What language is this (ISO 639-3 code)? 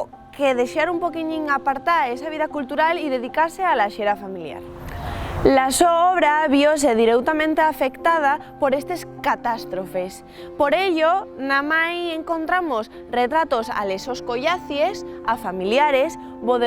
ast